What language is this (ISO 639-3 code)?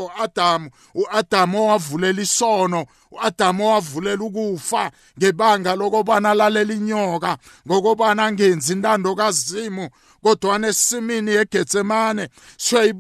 nbl